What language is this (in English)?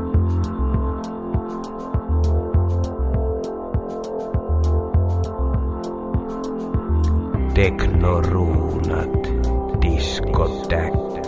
Finnish